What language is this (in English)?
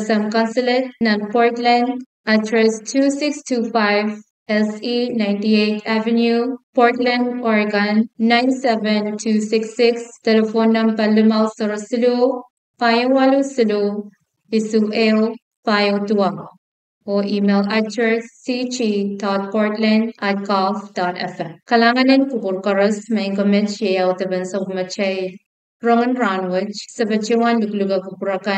Pohnpeian